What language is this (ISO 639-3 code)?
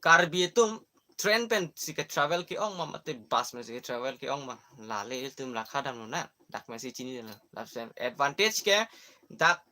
mjw